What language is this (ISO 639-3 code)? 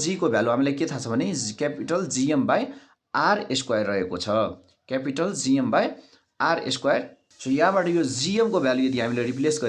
nep